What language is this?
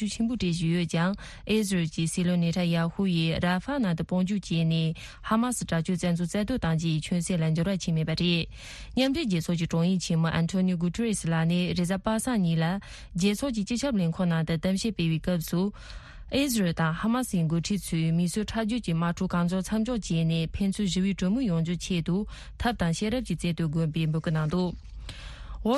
Tibetan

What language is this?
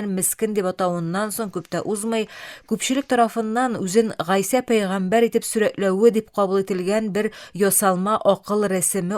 Tatar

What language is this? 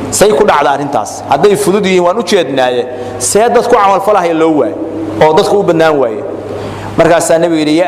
Somali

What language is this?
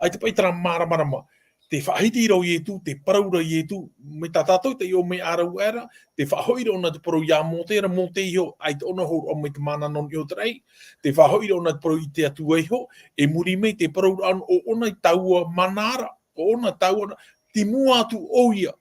Tahitian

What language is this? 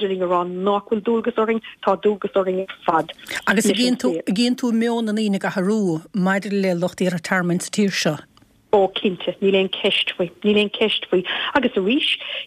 Irish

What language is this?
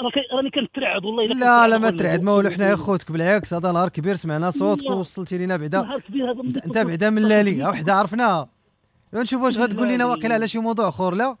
Moroccan Arabic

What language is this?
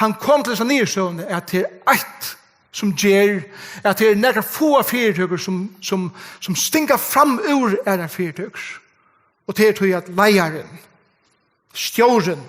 Faroese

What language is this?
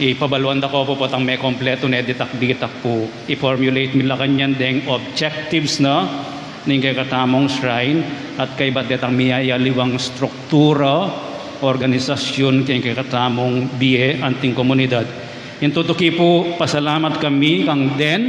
Pampanga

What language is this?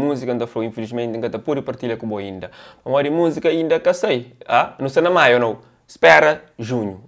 Kabuverdianu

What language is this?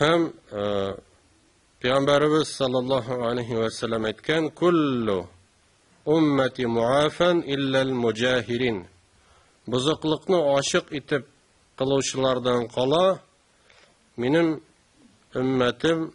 Tatar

